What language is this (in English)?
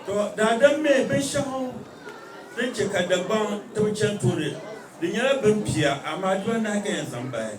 Dagbani